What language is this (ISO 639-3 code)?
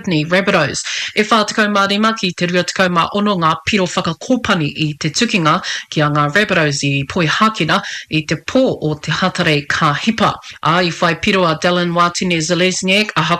mri